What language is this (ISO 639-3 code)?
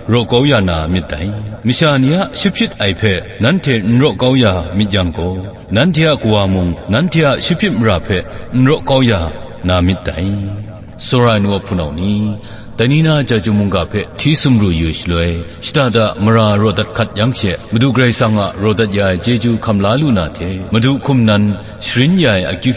kac